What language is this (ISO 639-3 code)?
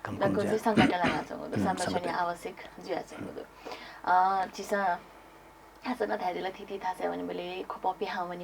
new